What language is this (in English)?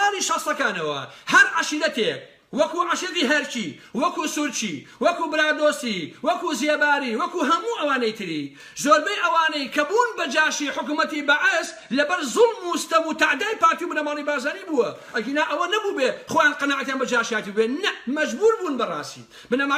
Central Kurdish